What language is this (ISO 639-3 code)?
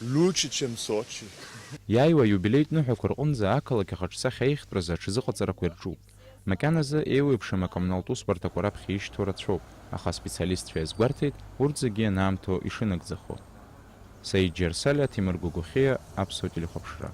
abk